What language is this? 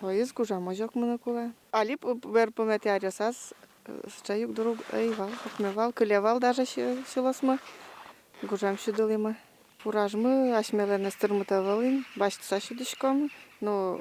Udmurt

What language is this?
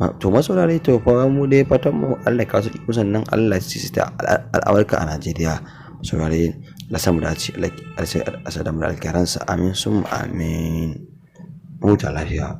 Hausa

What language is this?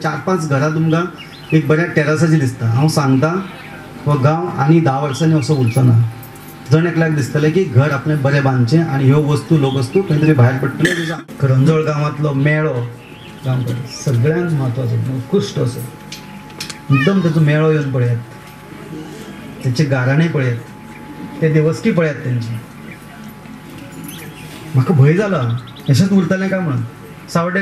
Konkani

